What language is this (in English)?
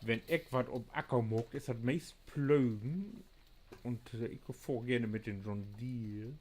Low German